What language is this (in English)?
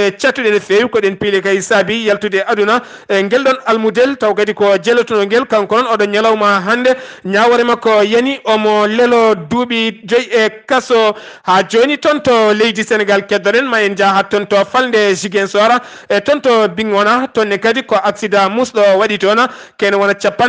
Fula